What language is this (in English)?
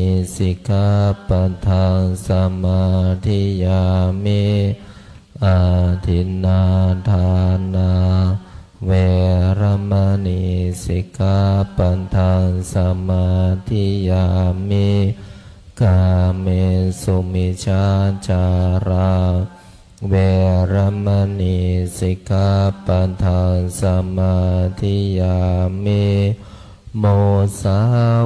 Pali